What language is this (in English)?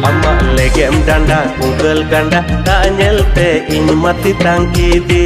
Santali